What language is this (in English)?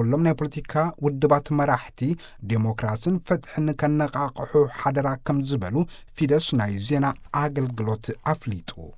Tigrinya